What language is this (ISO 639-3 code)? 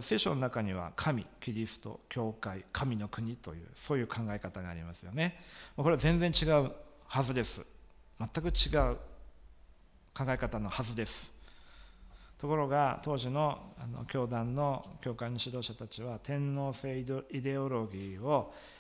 jpn